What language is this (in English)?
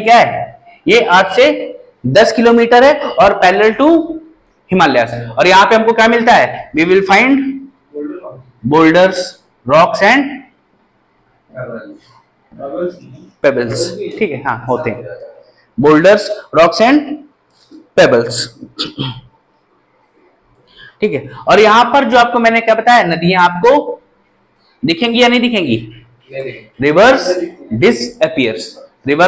Hindi